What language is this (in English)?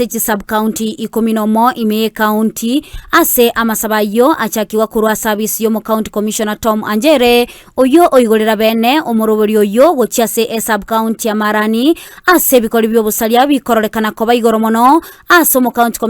Gusii